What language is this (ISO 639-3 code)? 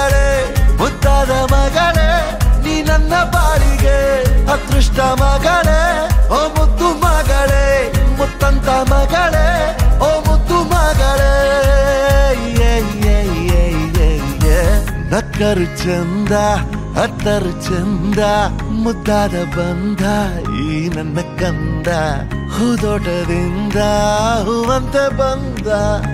kan